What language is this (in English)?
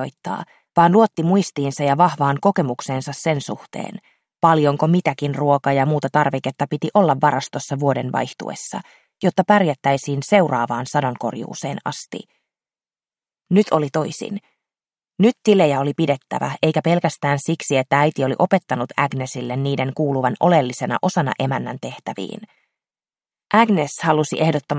Finnish